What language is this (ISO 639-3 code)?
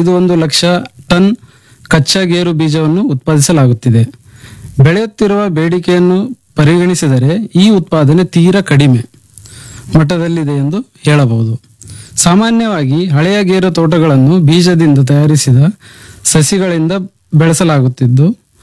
kan